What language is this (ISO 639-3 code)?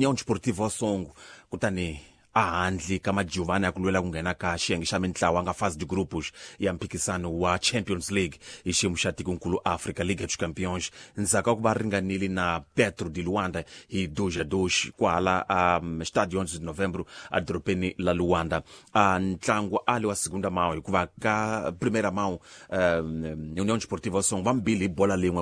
tso